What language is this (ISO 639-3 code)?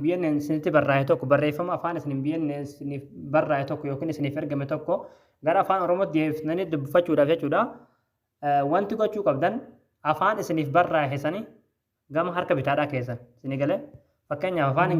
orm